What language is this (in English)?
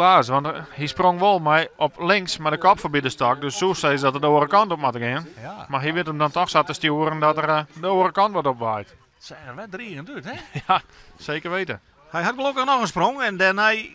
Western Frisian